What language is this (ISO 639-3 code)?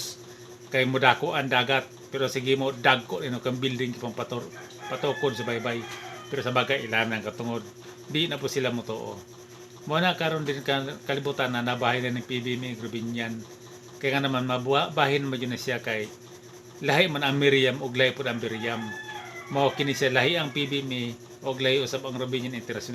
ceb